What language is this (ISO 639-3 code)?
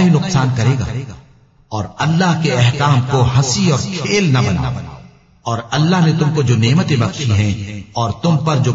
urd